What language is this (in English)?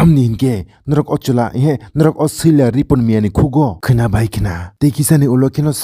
Kok Borok